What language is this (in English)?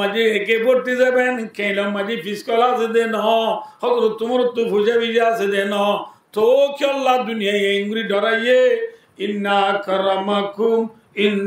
Rohingya